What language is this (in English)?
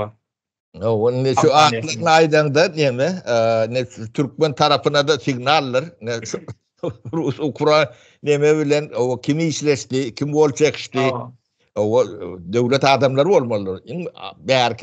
Turkmen